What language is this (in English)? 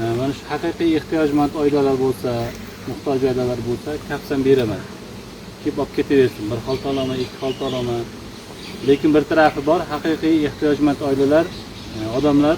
Uzbek